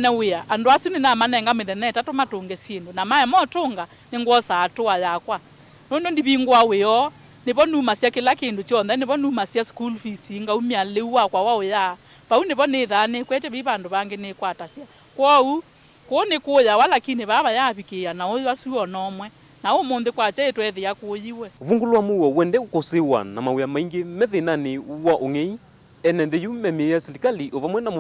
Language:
Kamba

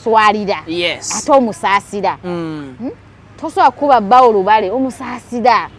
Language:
Ganda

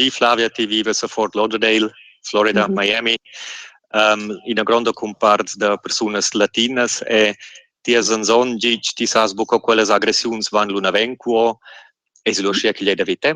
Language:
Romansh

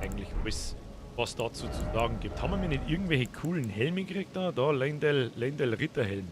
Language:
Bavarian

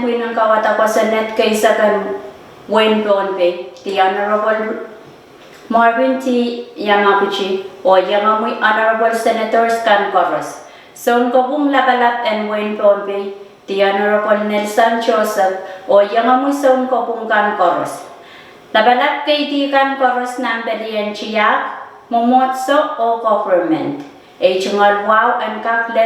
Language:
Pohnpeian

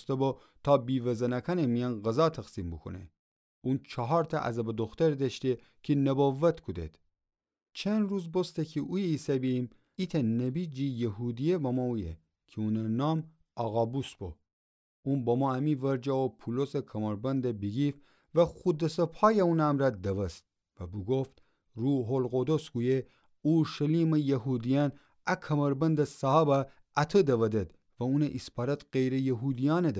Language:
Gilaki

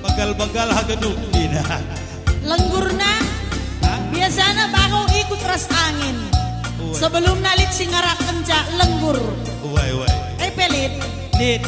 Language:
Batak Karo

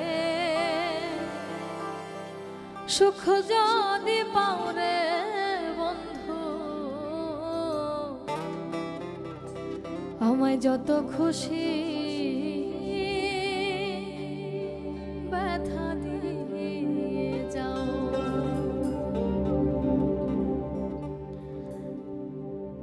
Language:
Bangla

